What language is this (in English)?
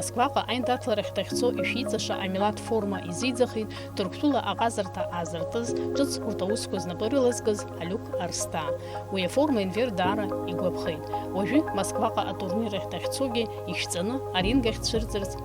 Abkhazian